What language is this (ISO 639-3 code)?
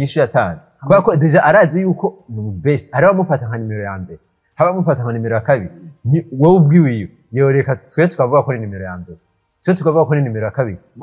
run